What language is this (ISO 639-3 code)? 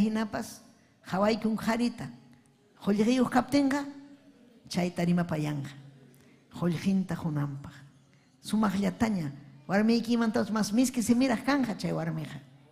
quy